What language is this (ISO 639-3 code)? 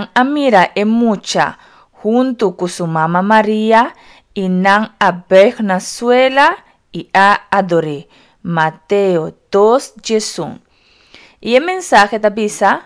pap